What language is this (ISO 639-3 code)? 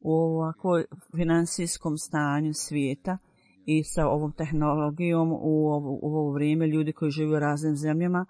bos